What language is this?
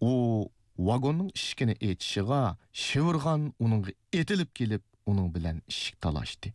Uyghur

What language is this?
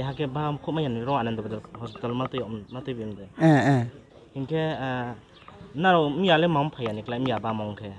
Riang (India)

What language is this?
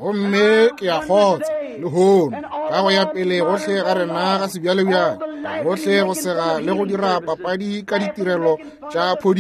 Northern Sotho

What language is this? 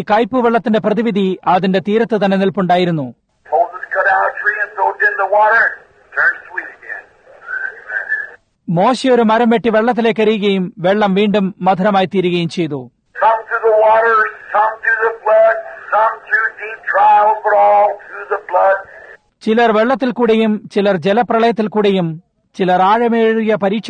Malayalam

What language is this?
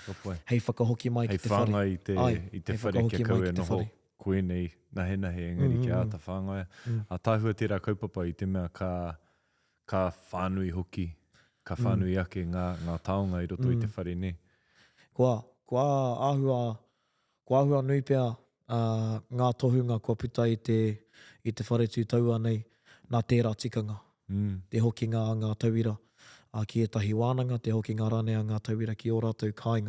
Māori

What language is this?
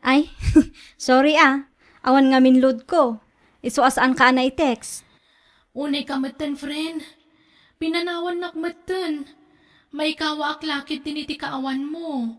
Iloko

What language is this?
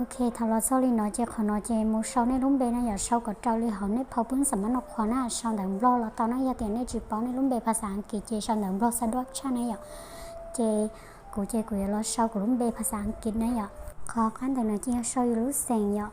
Hmong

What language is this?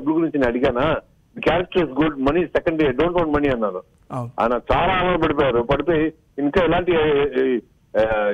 Telugu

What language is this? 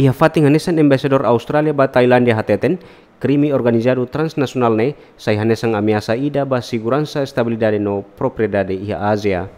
Tetum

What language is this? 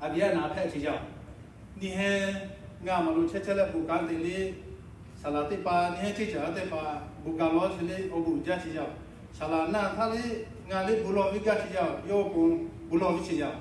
Lahu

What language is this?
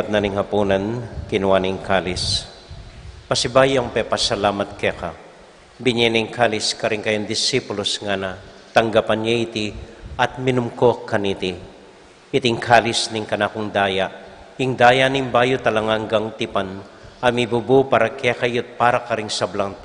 Pampanga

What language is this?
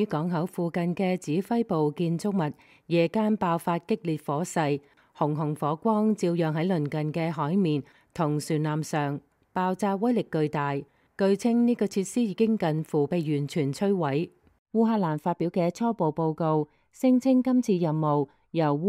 Cantonese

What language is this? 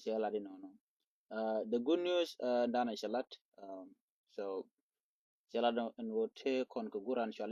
Nuer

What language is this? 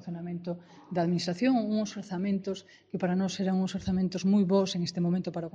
Galician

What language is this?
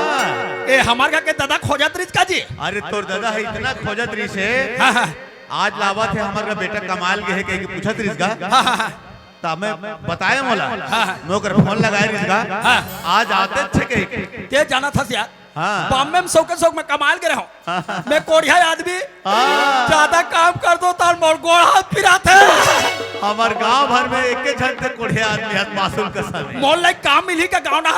Chhattisgarhi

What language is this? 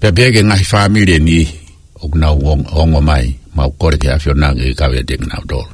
Tongan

